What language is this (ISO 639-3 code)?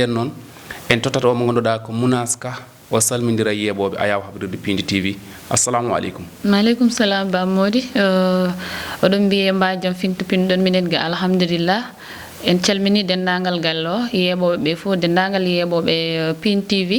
ful